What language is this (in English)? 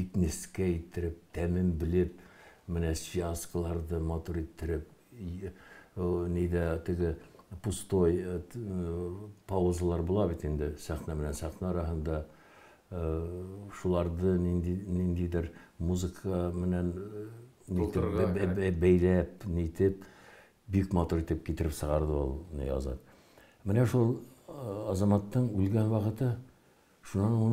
Bashkir